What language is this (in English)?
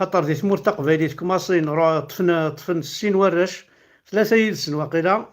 Kabyle